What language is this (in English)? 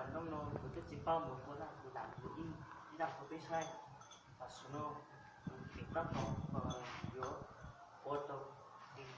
Hmong